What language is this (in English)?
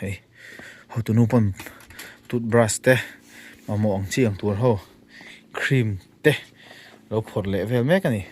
Mizo